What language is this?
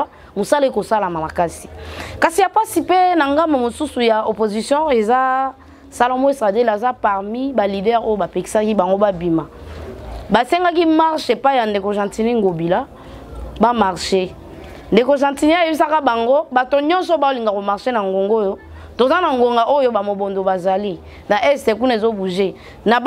Lingala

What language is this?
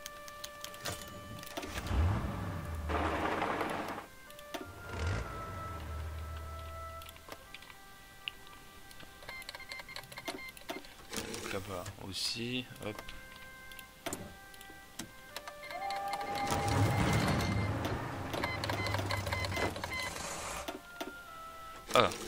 French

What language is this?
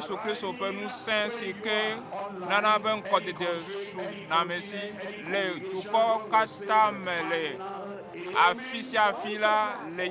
Ewe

